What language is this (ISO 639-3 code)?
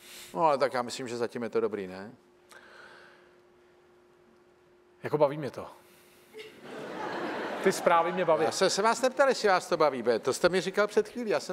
ces